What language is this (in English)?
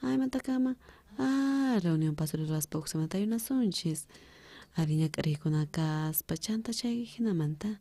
South Bolivian Quechua